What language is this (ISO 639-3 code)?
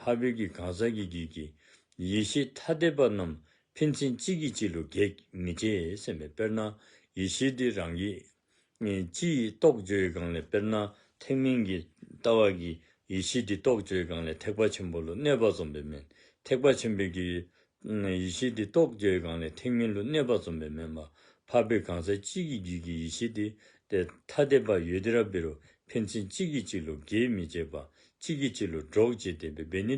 dzo